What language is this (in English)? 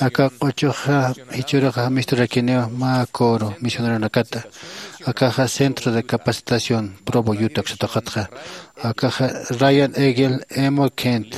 Aymara